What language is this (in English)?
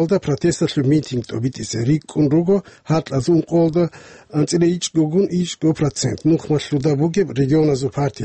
Avaric